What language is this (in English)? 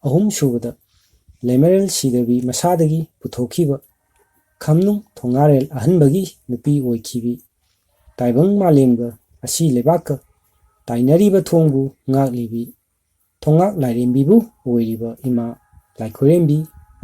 Manipuri